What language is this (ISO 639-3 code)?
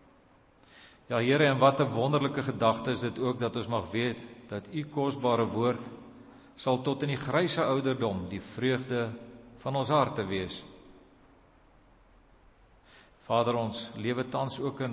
afr